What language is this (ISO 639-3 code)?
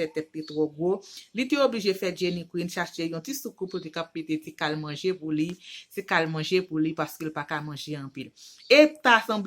hat